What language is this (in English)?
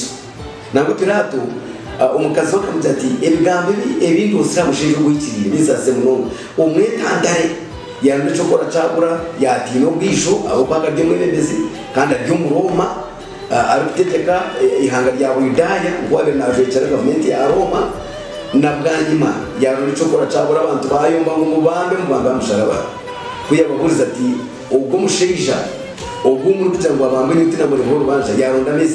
Nyankole